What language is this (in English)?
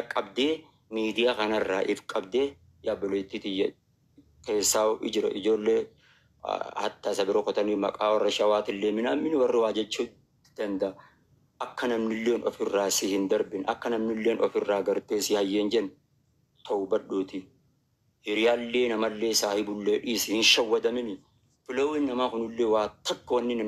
Oromo